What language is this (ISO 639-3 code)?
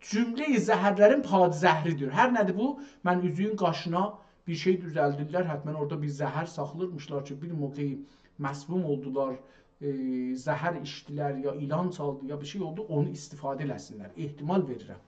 azb